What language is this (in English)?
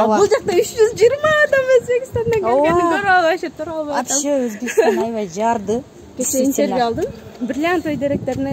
Kyrgyz